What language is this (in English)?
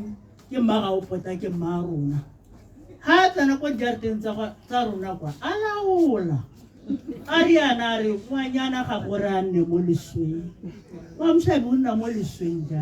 Tswana